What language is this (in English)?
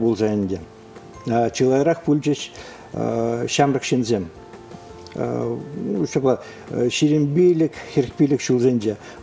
Chuvash